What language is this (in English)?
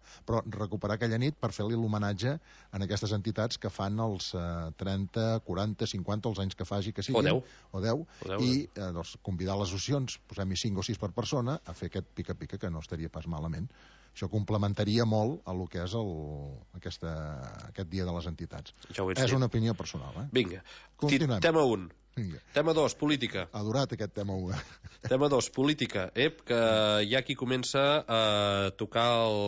Catalan